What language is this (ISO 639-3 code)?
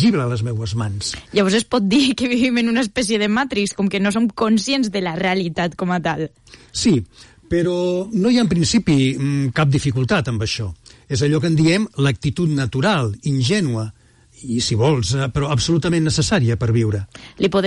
cat